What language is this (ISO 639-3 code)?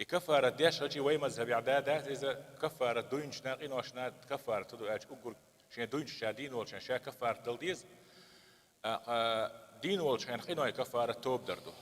che